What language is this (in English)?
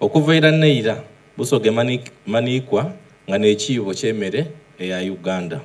Soga